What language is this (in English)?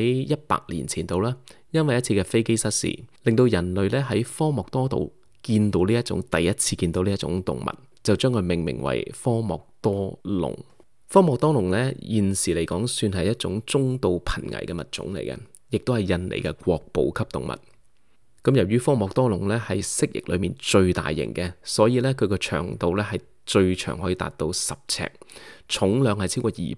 Cantonese